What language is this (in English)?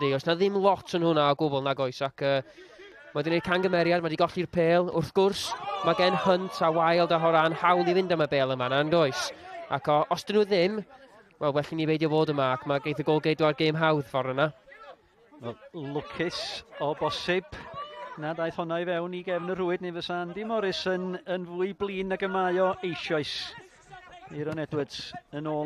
Welsh